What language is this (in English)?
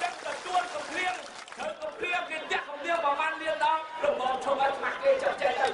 Khmer